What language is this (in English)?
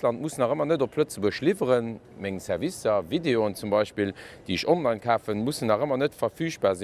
Luxembourgish